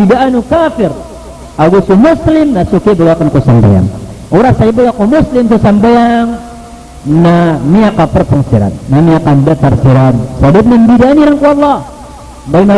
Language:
Maranao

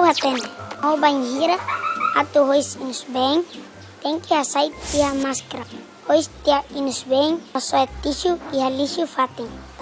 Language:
Tetum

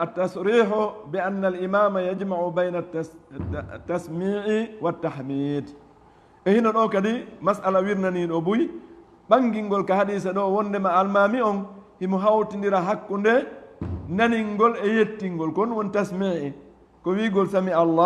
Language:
Fula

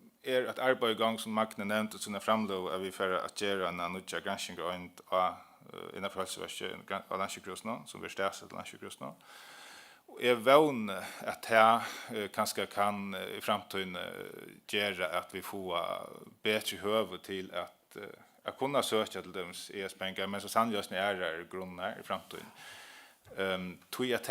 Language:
Faroese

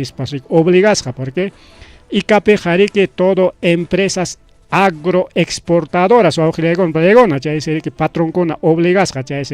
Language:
Ayacucho Quechua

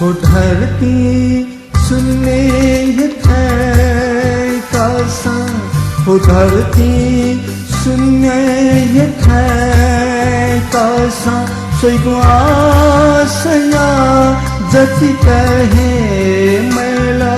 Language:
Newari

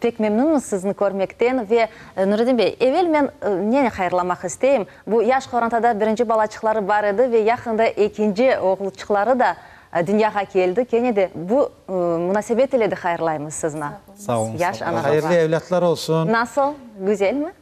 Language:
Crimean Tatar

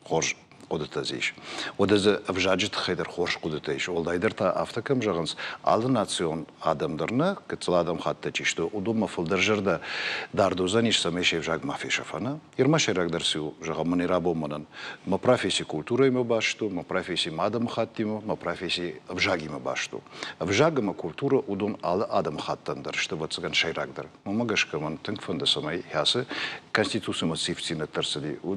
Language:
Ossetic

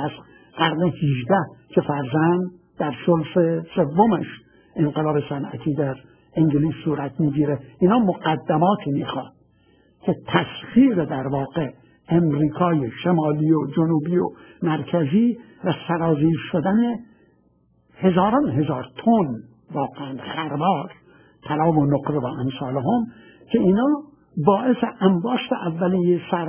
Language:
Persian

